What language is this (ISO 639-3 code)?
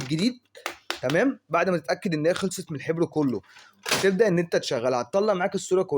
arz